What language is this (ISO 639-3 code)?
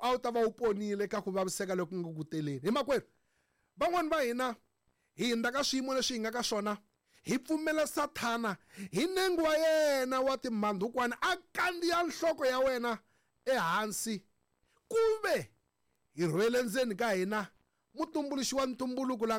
tso